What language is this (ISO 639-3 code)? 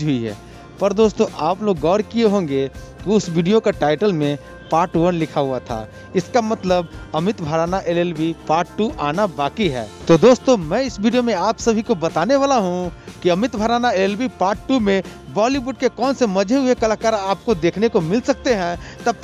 hin